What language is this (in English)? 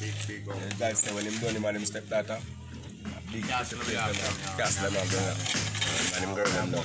Jamaican Creole English